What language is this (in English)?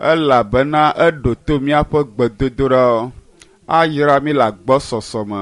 Ewe